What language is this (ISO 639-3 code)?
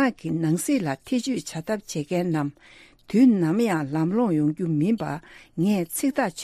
bod